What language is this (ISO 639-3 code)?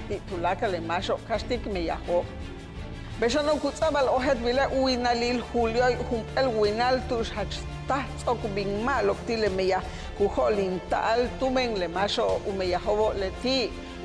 yua